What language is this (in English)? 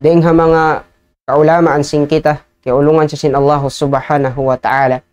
Tausug